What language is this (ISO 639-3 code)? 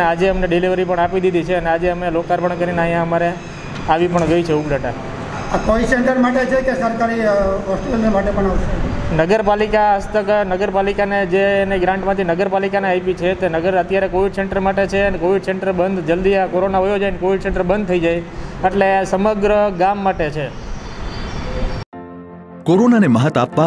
guj